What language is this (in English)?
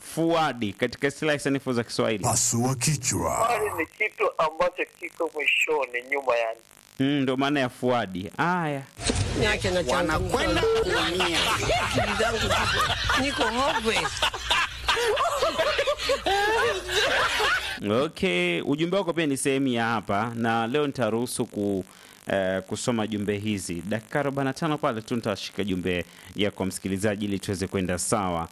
Swahili